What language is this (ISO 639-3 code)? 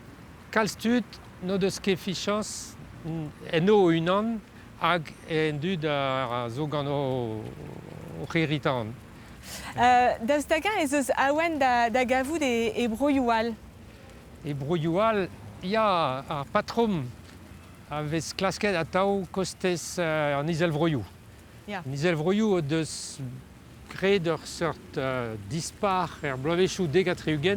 bre